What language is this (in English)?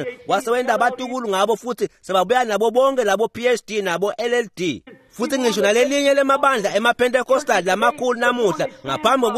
Swati